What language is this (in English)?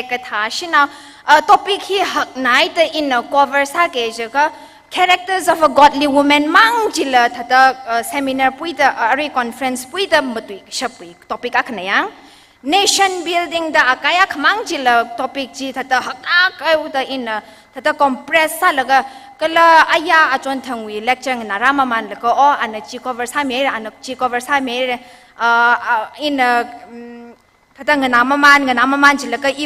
Tangkhul Naga (India)